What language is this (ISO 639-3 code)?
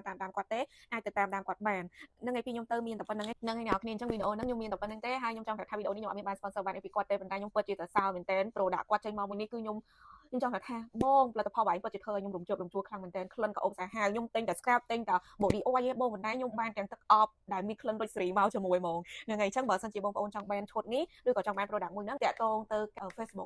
khm